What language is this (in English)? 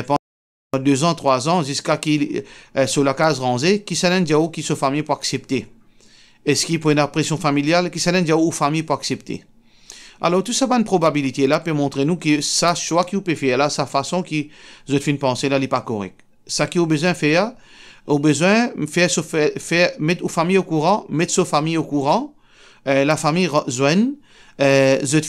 Morisyen